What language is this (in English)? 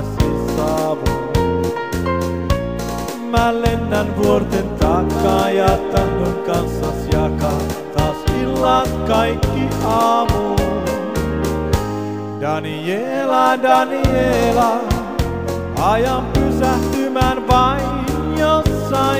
Finnish